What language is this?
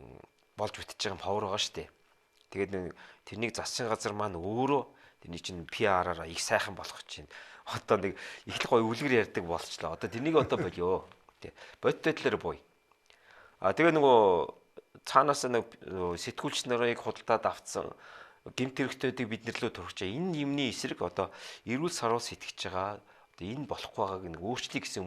Mongolian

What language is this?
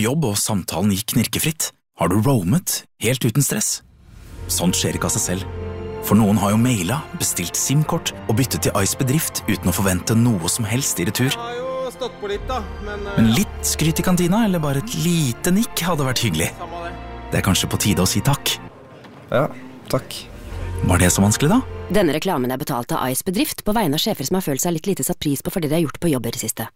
Norwegian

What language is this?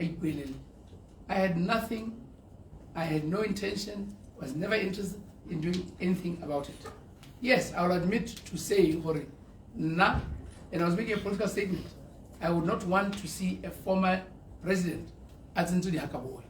Tswana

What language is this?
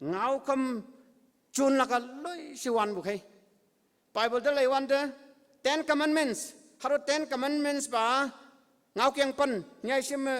Konyak Naga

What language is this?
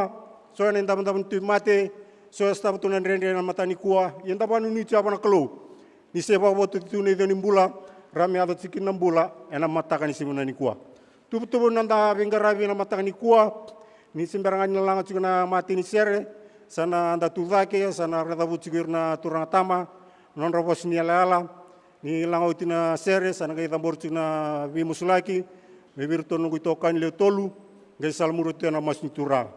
Fijian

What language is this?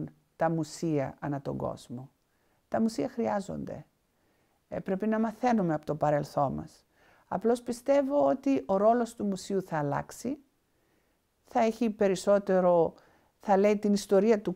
Greek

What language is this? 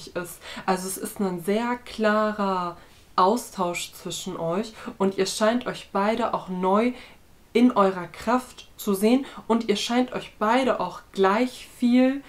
German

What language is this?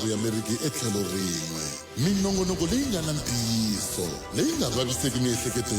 Tsonga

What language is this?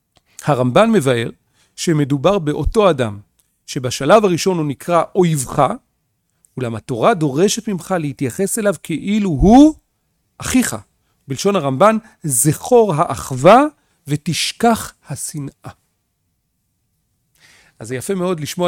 Hebrew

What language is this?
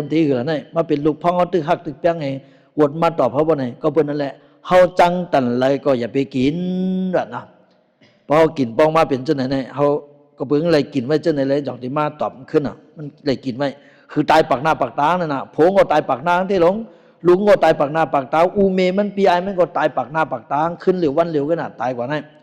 Shan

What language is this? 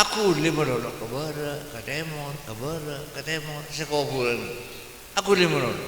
Madurese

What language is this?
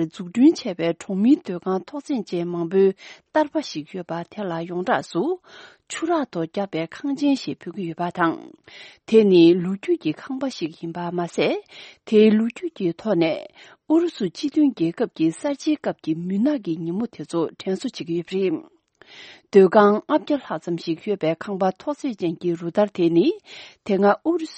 Tibetan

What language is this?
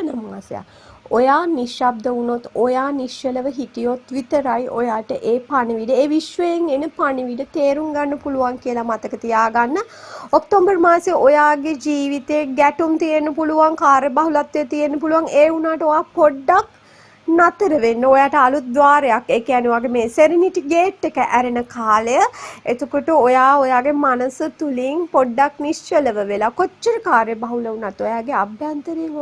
Sinhala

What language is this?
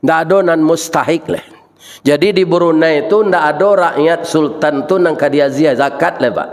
Minangkabau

